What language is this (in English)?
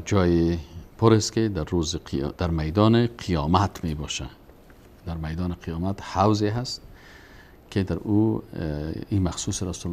Persian